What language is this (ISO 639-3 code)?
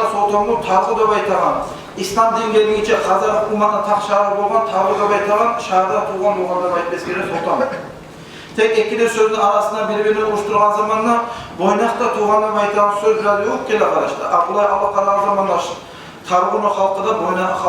kum